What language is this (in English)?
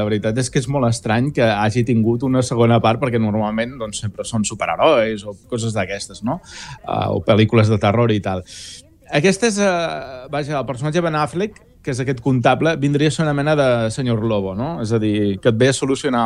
Catalan